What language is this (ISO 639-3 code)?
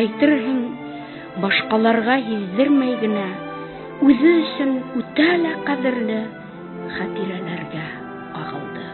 bak